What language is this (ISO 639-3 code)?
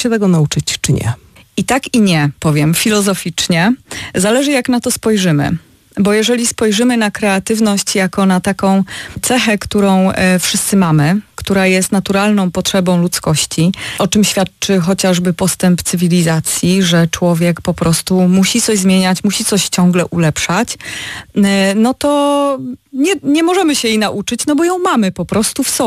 pol